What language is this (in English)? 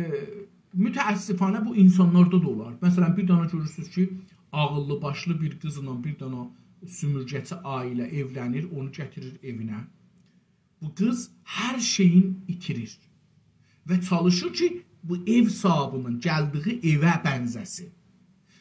South Azerbaijani